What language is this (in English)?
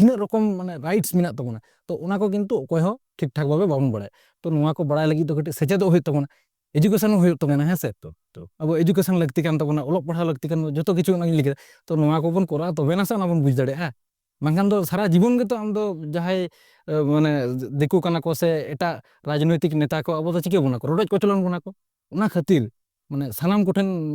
Santali